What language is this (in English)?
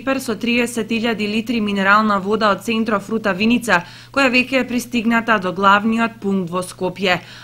Macedonian